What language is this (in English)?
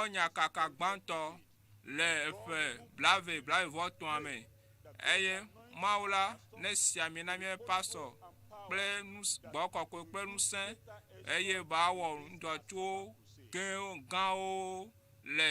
Ewe